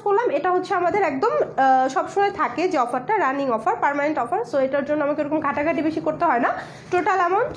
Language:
Bangla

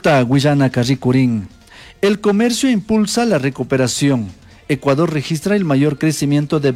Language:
Chimborazo Highland Quichua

